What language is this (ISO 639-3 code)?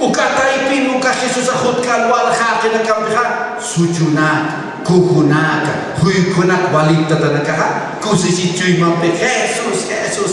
aym